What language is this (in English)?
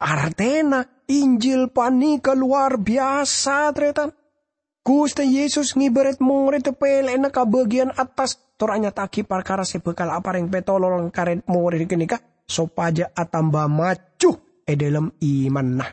Madurese